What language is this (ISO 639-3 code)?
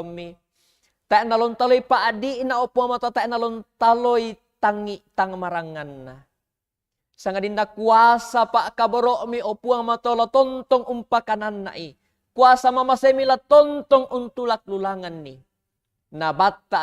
sda